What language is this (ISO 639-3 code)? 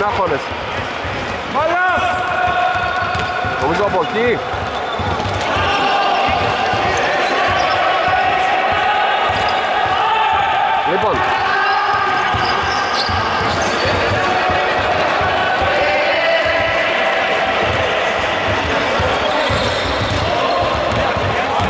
ell